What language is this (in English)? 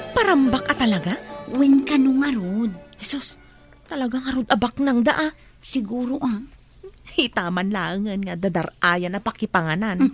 Iloko